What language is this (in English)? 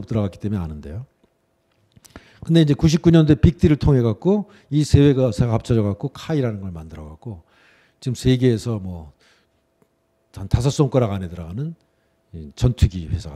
Korean